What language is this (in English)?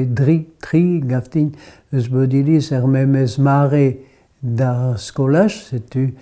Breton